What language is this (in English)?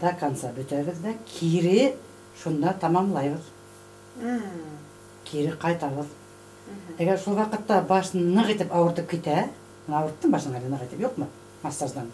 Bashkir